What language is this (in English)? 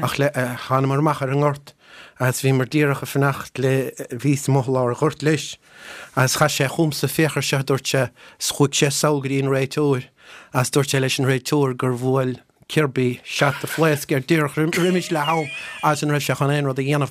Irish